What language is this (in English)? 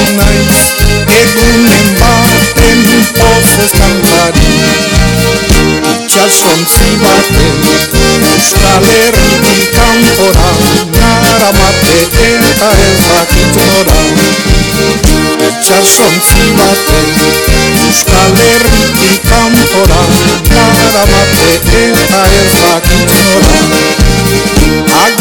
Basque